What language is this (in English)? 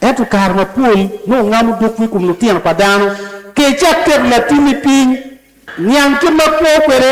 Acoli